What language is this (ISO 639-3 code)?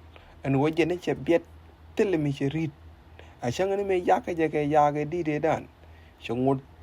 nus